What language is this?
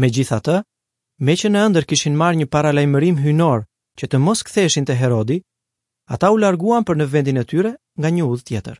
Albanian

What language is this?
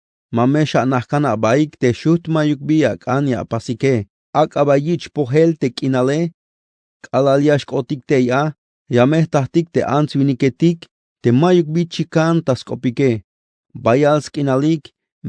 Tzeltal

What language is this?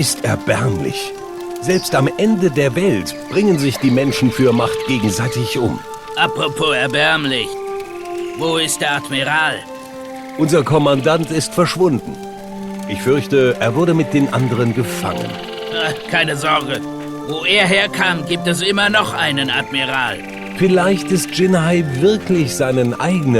Bavarian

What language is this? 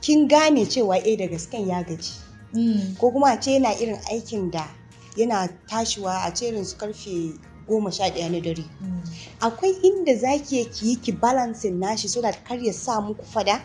Hausa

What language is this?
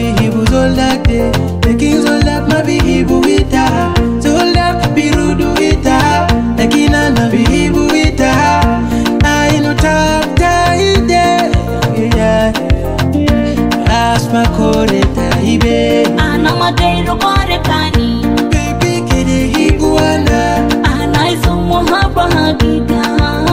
Swahili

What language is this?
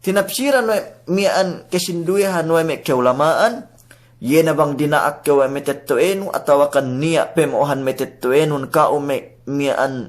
Yakan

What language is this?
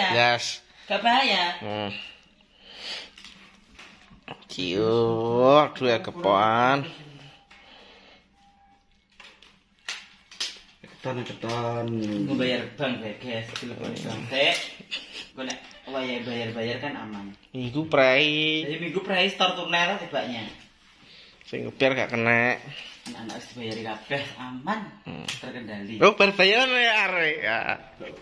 Javanese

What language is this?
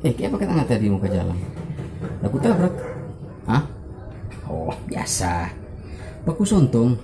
Manado Malay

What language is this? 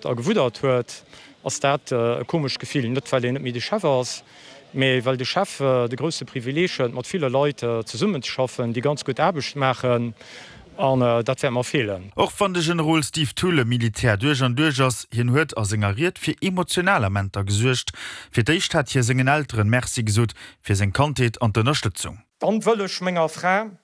Luxembourgish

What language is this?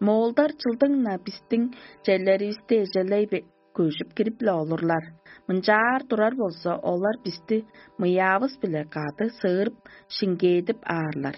Tuvinian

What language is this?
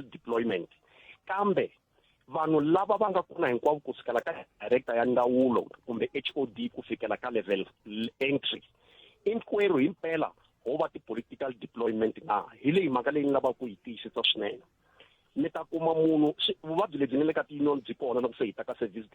Tsonga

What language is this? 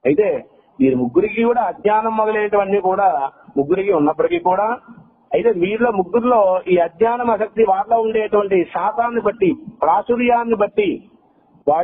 Telugu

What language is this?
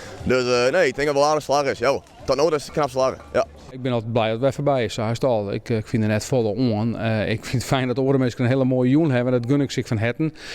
Western Frisian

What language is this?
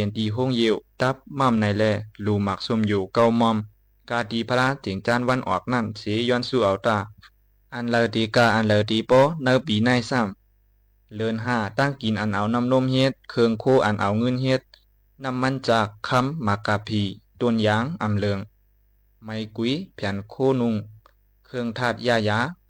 Shan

